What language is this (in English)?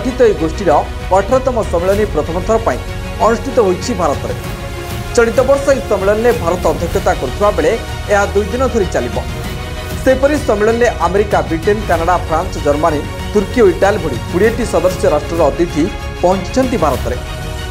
Odia